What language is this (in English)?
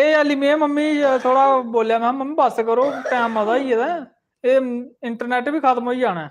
Dogri